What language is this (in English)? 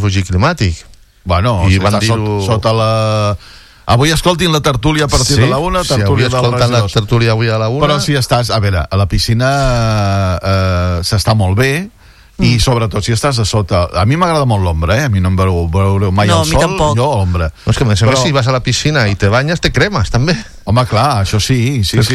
Catalan